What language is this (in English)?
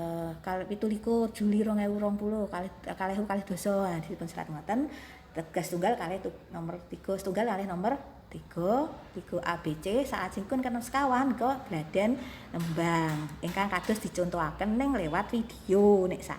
Javanese